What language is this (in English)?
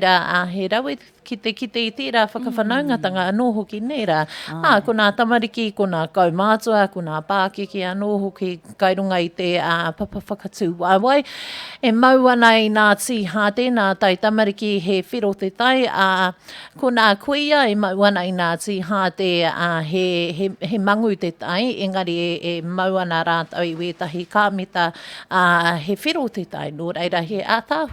Māori